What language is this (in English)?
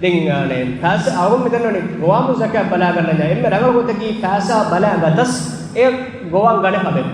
Divehi